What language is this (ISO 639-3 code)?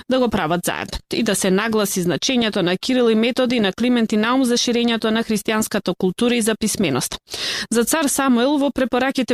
mkd